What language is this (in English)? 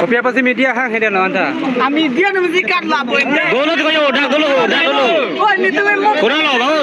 Karbi